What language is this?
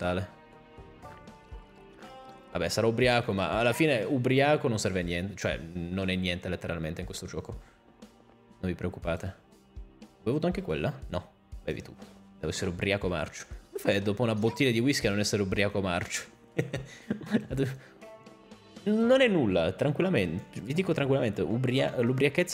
Italian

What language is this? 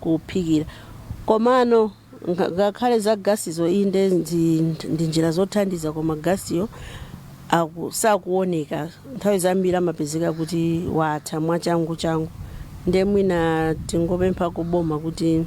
Nyanja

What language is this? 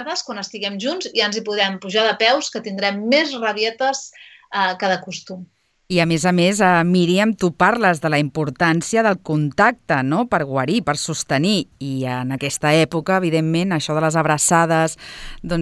Catalan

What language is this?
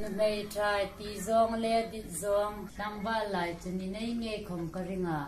Hmar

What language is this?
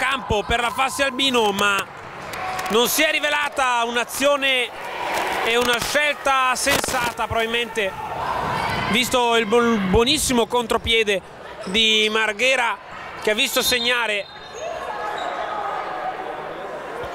Italian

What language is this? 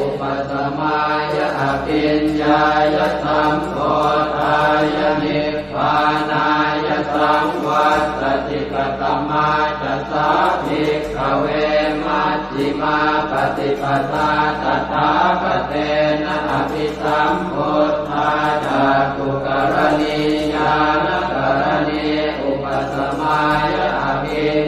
Pali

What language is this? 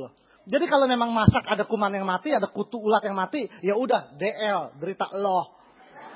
Indonesian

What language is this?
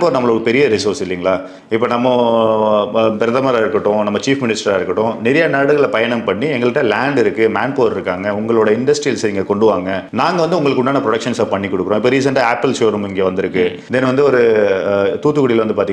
Tamil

